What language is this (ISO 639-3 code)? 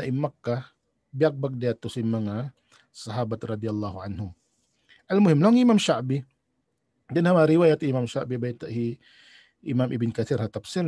tsg